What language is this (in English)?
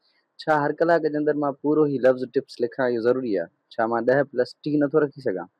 Sindhi